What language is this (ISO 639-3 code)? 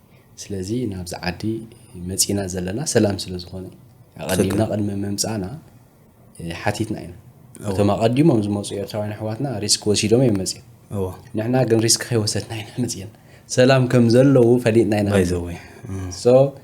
tir